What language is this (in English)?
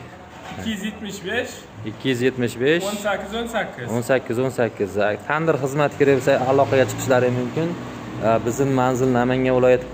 Uzbek